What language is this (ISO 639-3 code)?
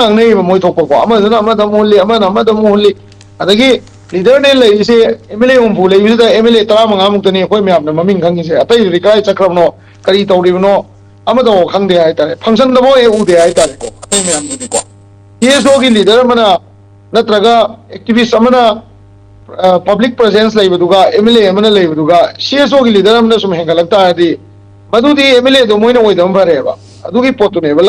mni